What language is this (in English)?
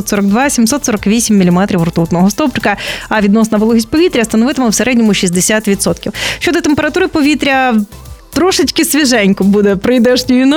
Ukrainian